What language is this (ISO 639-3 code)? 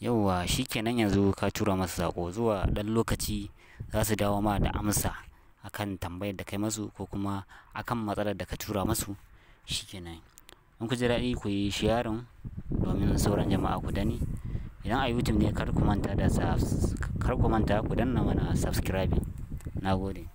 hau